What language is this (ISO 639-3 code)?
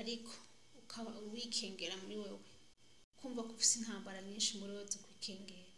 run